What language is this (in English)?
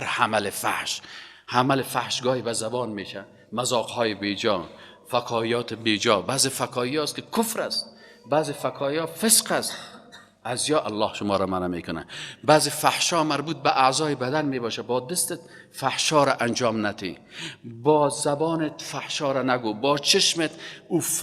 Persian